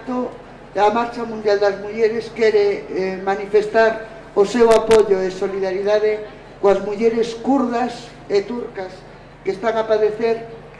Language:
Galician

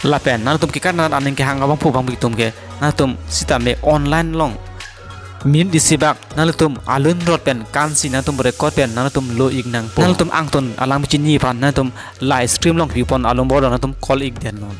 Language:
Karbi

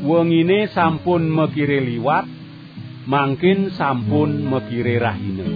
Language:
Balinese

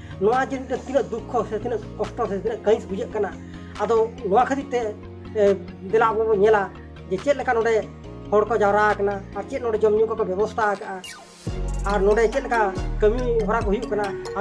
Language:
Santali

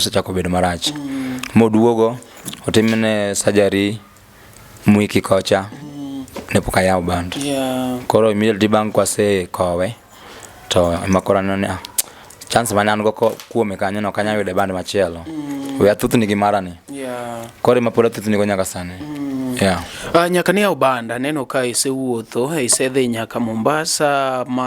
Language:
Luo (Kenya and Tanzania)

